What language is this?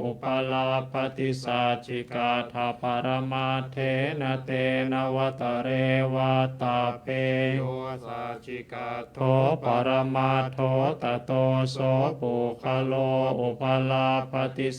Pali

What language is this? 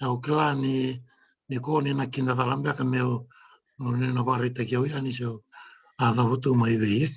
Fijian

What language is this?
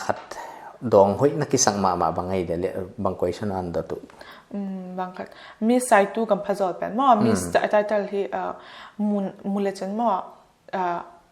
Paite Chin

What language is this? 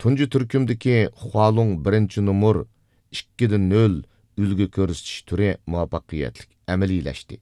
Uyghur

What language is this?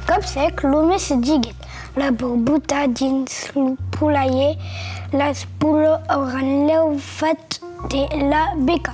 Occitan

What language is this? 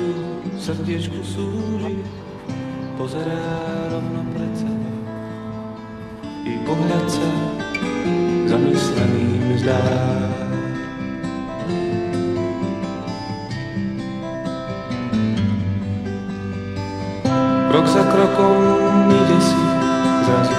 Slovak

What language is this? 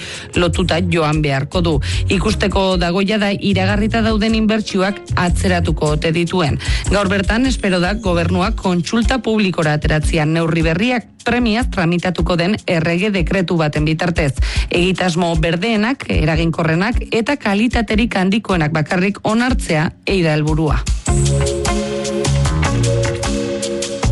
Basque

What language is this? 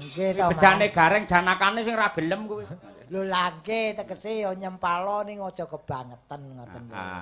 Javanese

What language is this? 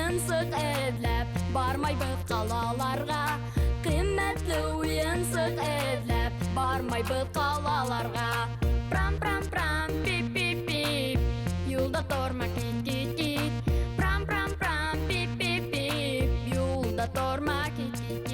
Bashkir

